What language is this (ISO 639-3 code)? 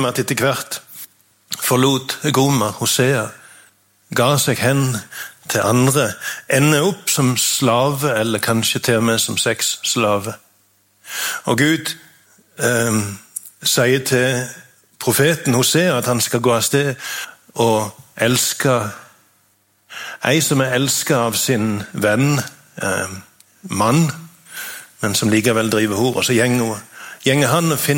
nor